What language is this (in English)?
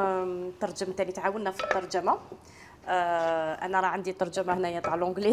Algerian Arabic